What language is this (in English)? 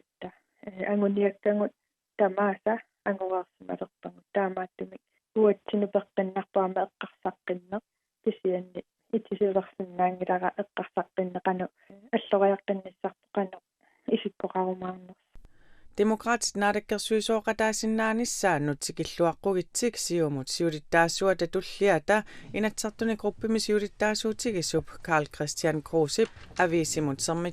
Kalaallisut